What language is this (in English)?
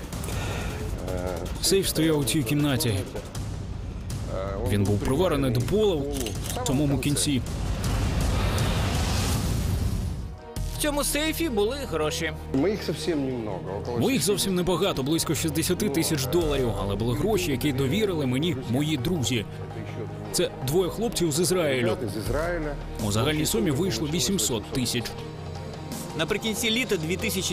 Ukrainian